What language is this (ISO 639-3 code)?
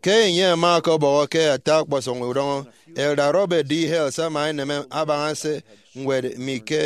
efi